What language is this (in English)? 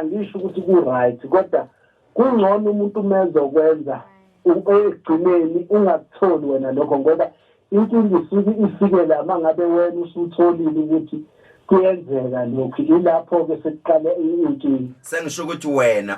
Zulu